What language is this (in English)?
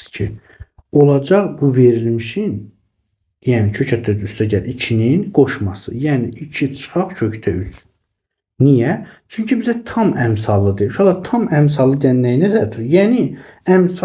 Azerbaijani